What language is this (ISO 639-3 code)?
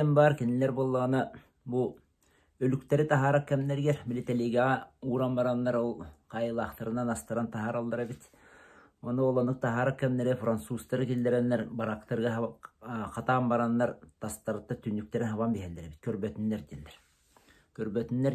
sah